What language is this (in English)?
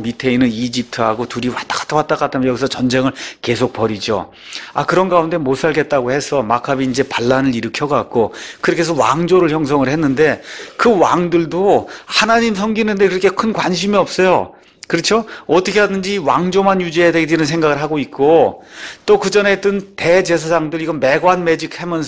Korean